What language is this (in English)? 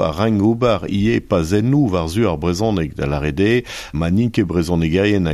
Breton